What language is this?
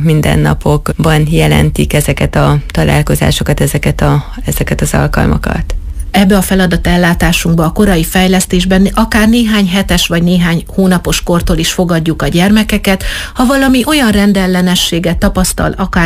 Hungarian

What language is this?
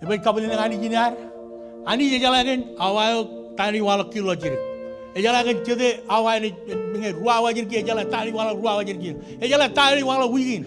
Marshallese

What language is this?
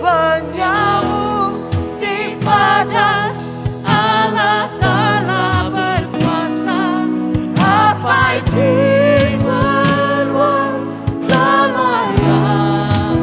Iban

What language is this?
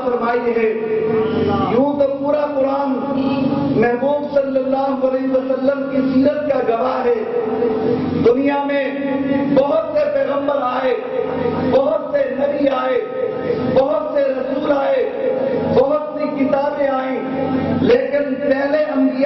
Urdu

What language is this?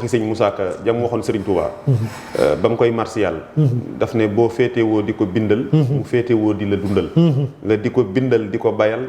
Wolof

